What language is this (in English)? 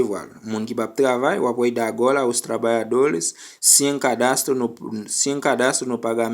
Haitian Creole